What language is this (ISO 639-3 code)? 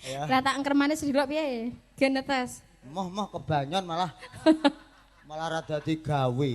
jav